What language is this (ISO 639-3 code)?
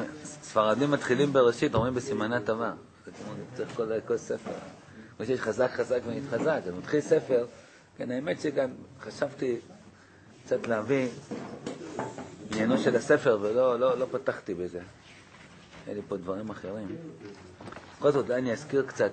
heb